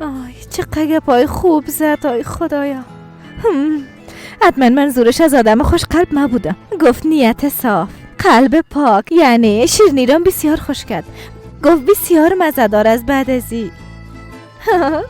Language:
Persian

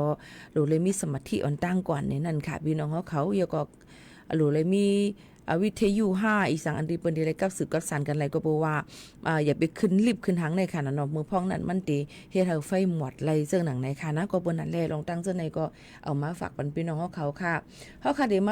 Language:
Shan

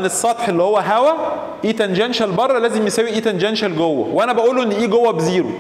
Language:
Egyptian Arabic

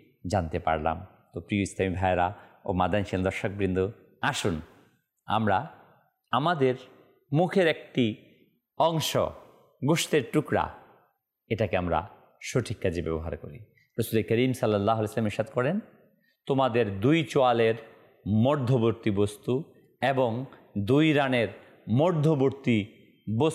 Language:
Bangla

